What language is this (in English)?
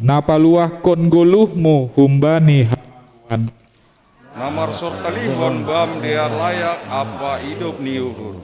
Batak Simalungun